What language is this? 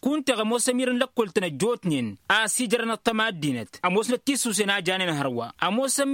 Tamasheq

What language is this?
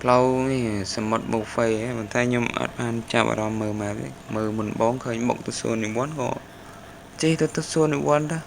Khmer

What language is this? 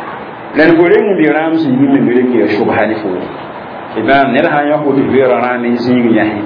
Mossi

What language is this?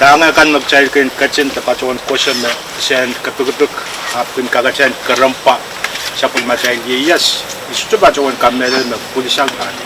Pohnpeian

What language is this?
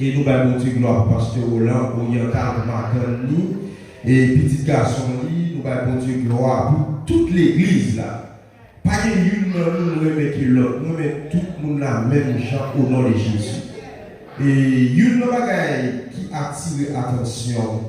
Haitian Creole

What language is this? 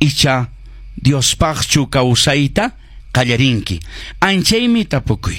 Quechua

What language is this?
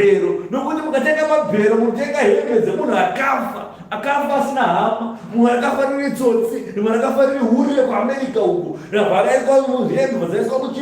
Shona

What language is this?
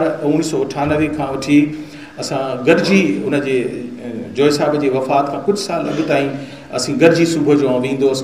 Sindhi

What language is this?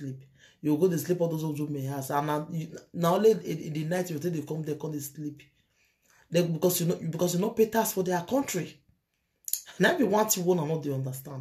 Nigerian Pidgin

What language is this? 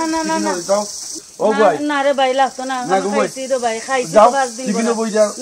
Sylheti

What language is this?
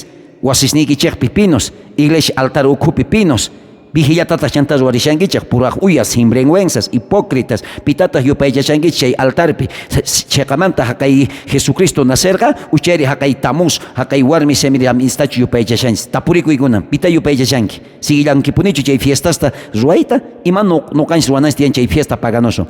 South Bolivian Quechua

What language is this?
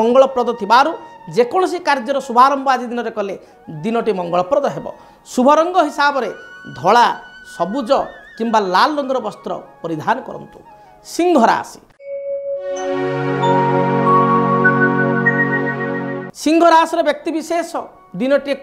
Odia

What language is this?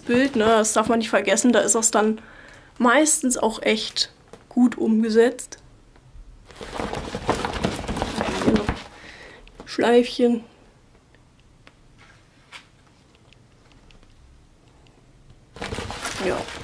German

